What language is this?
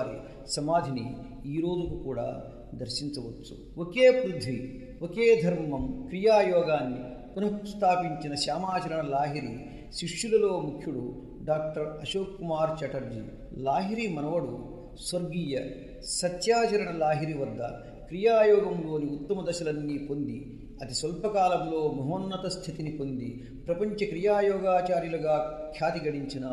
Telugu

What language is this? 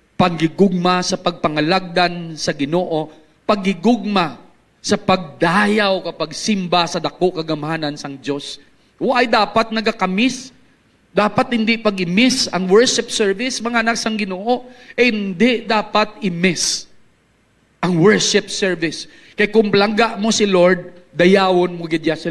Hiligaynon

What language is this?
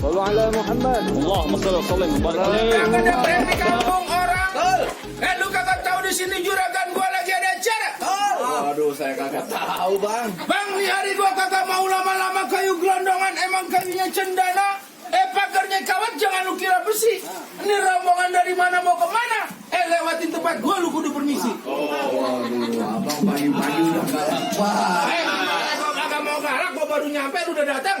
Betawi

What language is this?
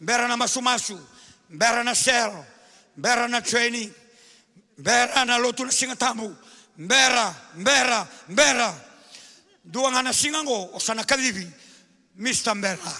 Fijian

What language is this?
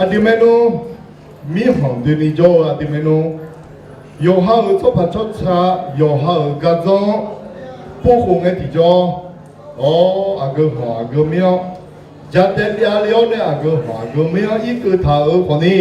Akha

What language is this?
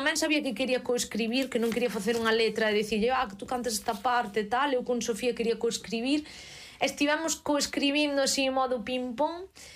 Galician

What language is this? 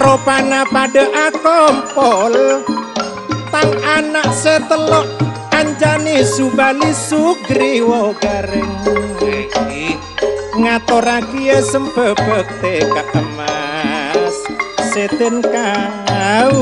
Madurese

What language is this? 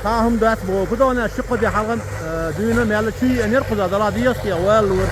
Chechen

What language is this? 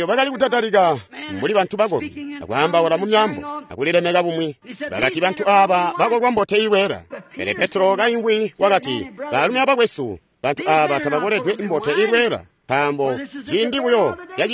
Tonga (Zambia)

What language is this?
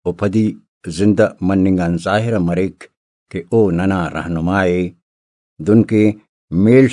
Brahui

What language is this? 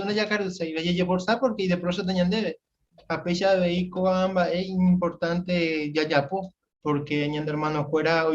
Guarani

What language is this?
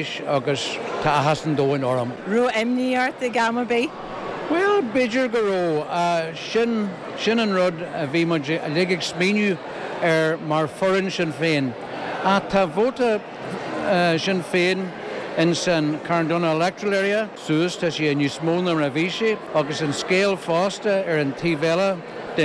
Irish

